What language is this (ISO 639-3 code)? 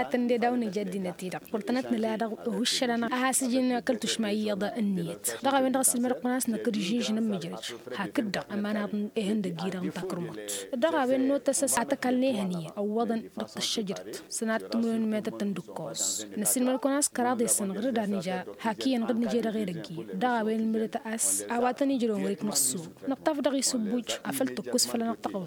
taq